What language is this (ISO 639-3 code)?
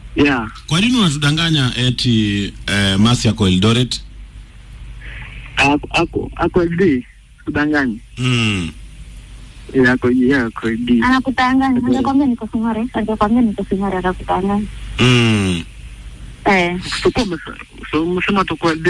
swa